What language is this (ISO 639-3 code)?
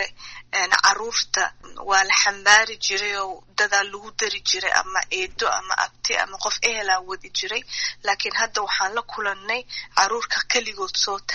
som